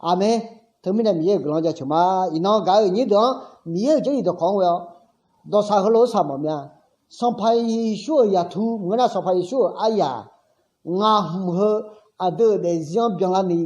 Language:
Akha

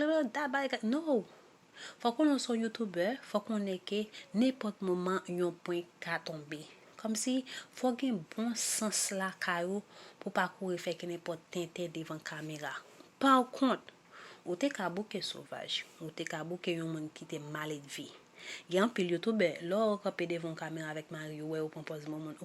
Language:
Haitian Creole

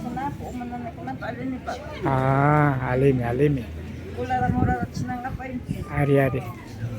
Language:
Imbabura Highland Quichua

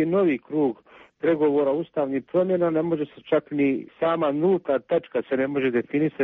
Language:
Serbian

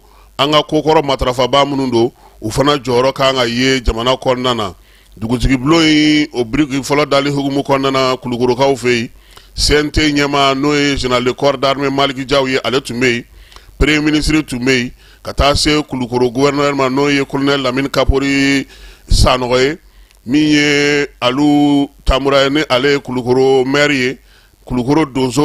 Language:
Bambara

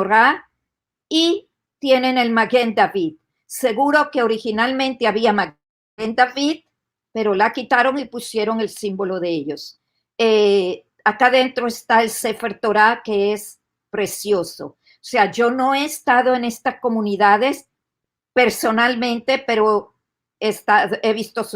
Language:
Ladino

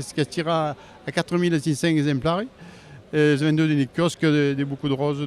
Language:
Occitan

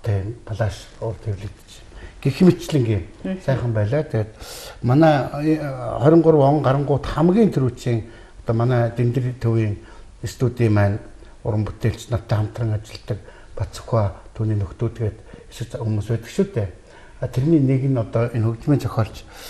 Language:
Mongolian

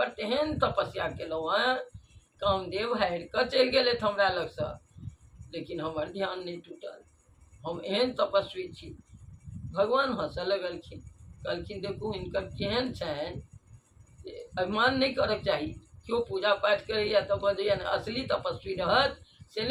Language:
Maithili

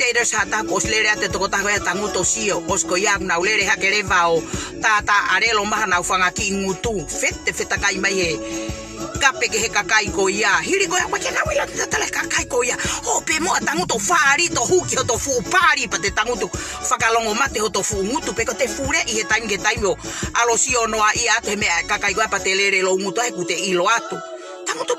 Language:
Tongan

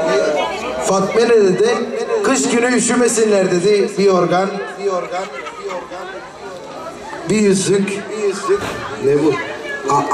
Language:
Turkish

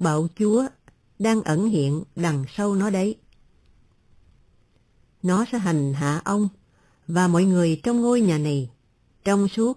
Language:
Vietnamese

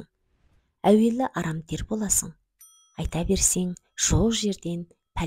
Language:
Kazakh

